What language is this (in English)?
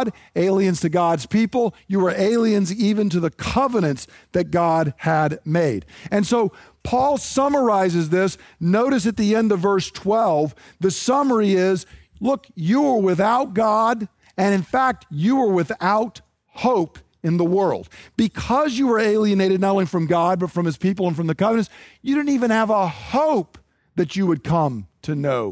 English